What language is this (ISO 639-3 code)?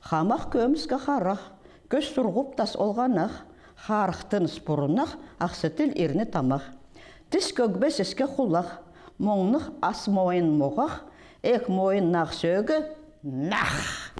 kjh